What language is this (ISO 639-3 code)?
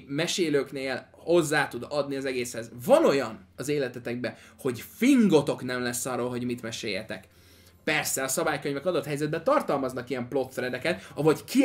hun